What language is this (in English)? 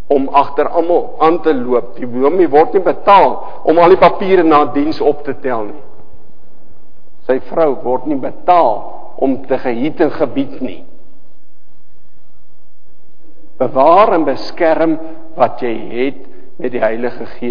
Afrikaans